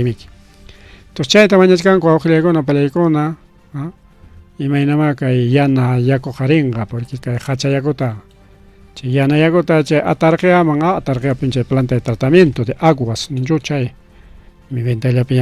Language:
Ayacucho Quechua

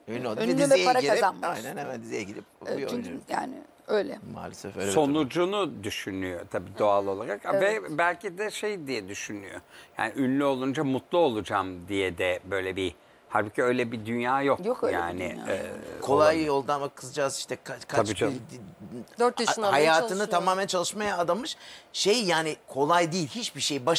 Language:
Turkish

